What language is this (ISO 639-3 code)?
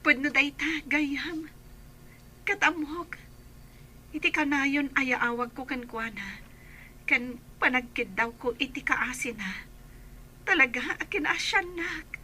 ilo